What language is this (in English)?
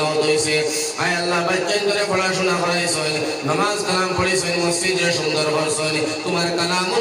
Sylheti